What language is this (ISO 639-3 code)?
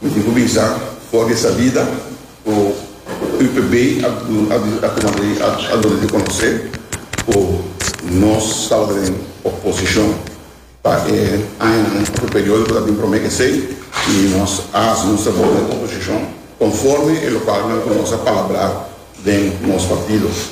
pap